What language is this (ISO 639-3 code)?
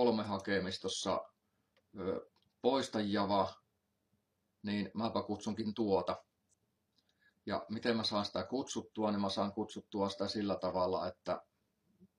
fin